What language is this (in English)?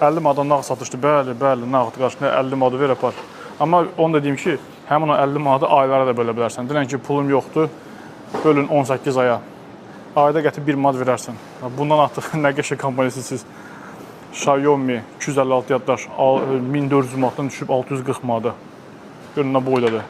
Azerbaijani